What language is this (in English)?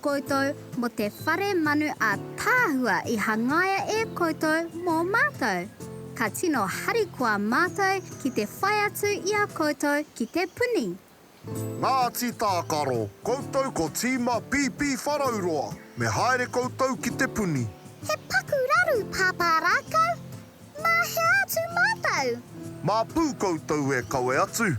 Māori